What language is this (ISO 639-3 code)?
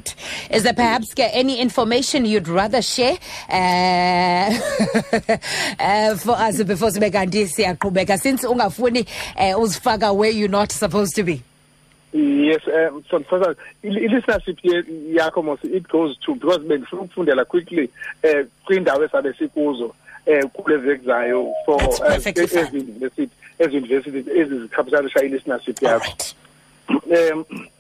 xho